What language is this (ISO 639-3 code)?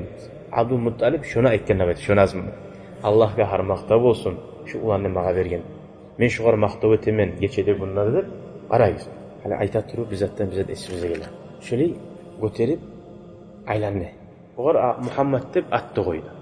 kum